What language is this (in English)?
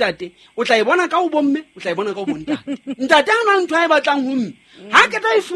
Southern Sotho